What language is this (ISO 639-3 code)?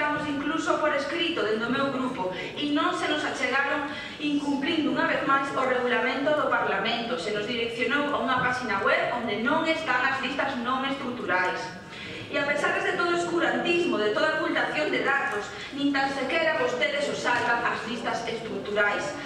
glg